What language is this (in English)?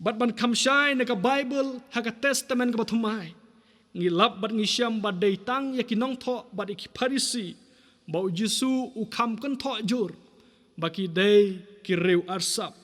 Khasi